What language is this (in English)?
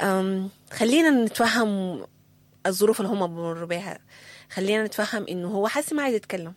Sudanese Arabic